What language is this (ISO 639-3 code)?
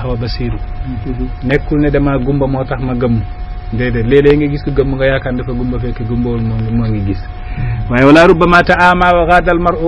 wol